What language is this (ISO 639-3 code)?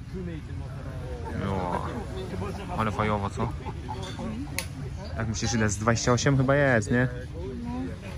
pol